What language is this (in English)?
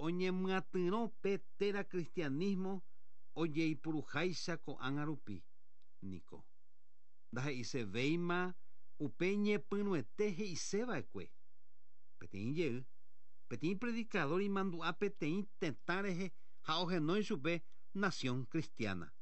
Guarani